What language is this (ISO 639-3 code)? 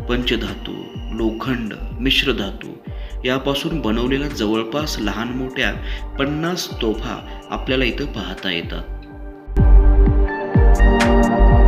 mar